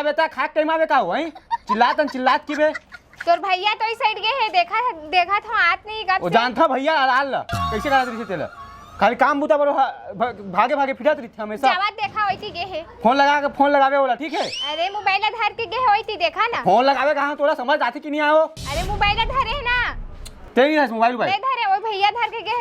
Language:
Chhattisgarhi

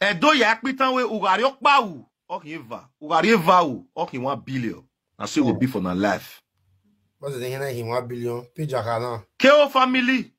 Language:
Nigerian Pidgin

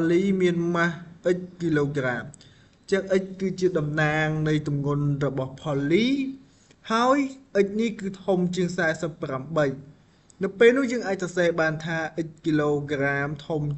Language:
Khmer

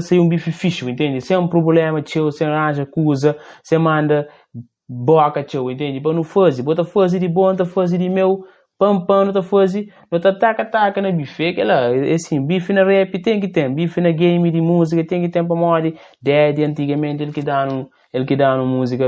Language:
Kabuverdianu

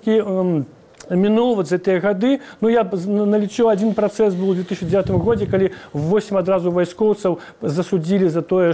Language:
Belarusian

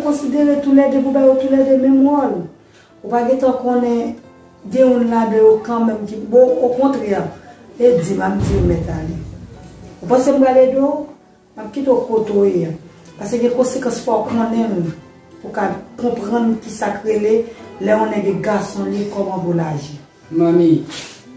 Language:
Haitian Creole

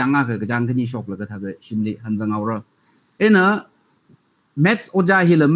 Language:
Tangkhul Naga (India)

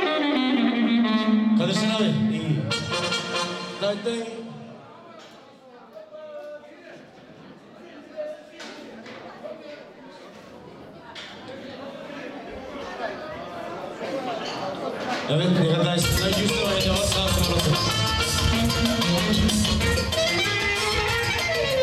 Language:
Turkish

